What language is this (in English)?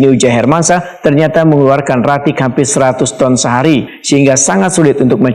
Banjar